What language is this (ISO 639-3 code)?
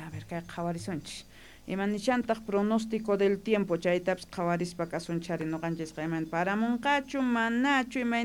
que